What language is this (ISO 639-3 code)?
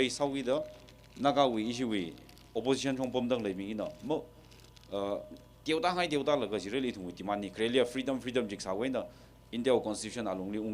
nmf